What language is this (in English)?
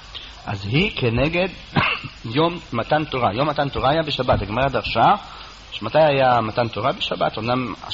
Hebrew